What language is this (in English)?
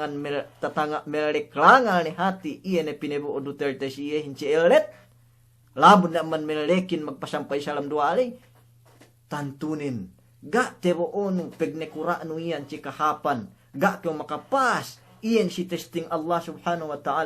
Yakan